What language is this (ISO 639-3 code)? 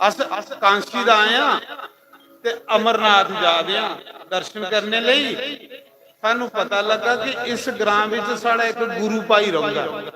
doi